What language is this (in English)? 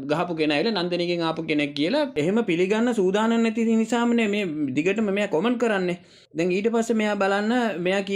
Sinhala